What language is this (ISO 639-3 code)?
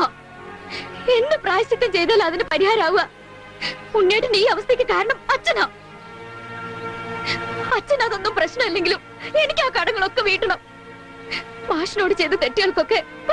mal